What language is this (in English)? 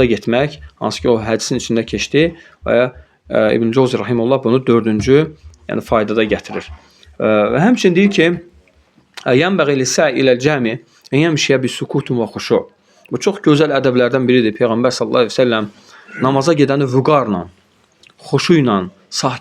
Azerbaijani